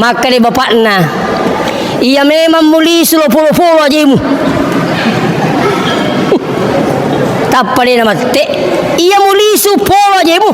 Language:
Buginese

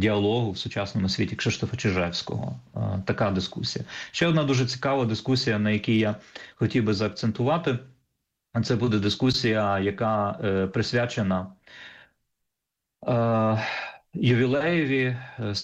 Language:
Ukrainian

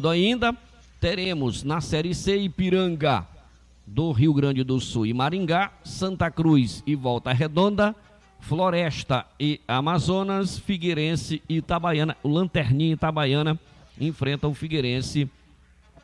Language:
Portuguese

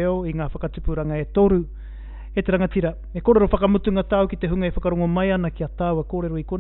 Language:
Māori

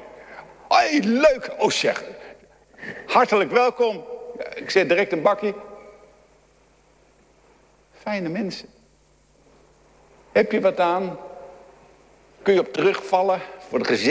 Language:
Dutch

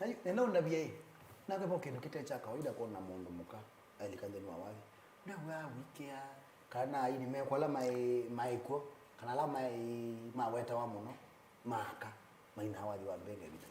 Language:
Kamba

